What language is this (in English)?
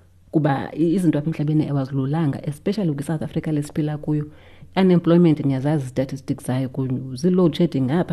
Xhosa